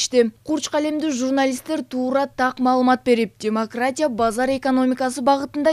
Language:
Kyrgyz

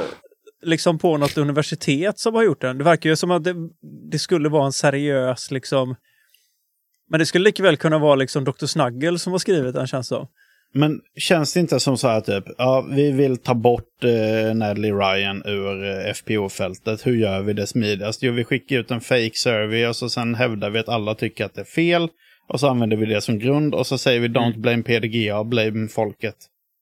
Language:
Swedish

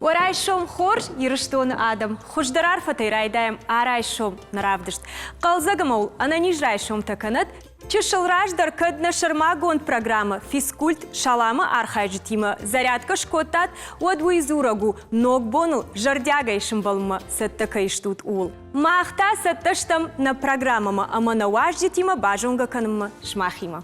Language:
Ossetic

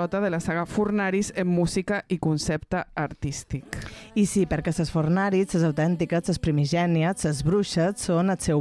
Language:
Catalan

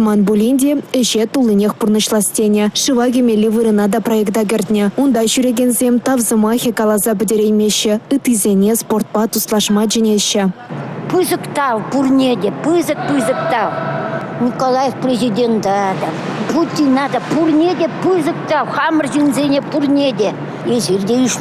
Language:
Chuvash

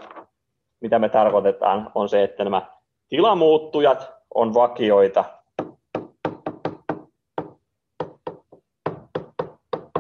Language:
Finnish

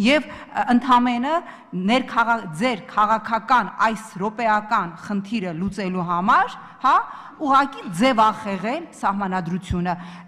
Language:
Armenian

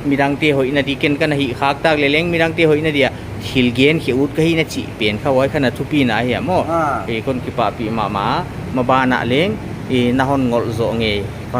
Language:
Paite Chin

